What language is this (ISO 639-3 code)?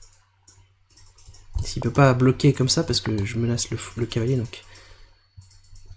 fra